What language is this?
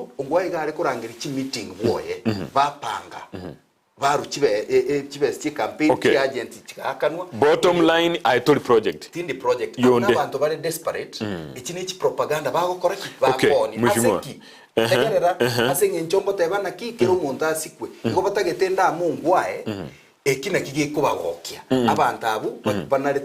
Gusii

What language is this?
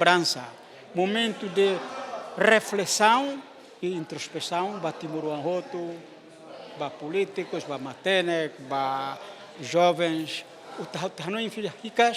Tetum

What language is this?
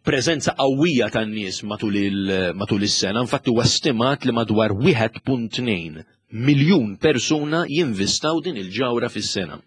Maltese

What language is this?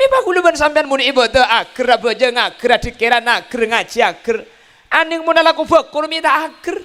Madurese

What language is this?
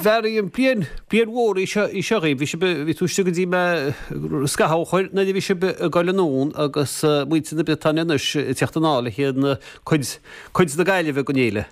Irish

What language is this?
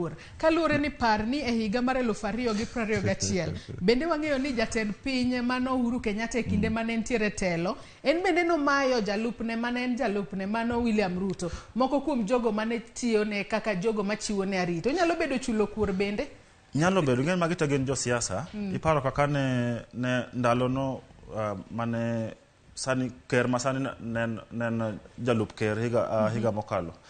Luo (Kenya and Tanzania)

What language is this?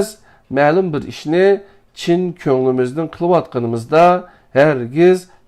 Uyghur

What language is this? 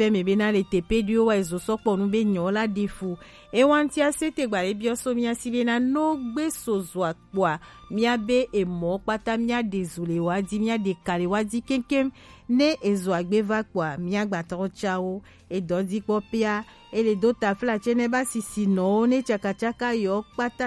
Gen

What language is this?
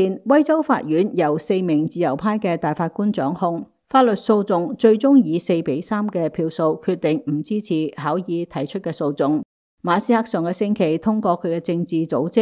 Cantonese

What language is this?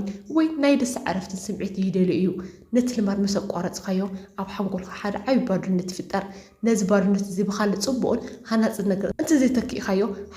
Tigrinya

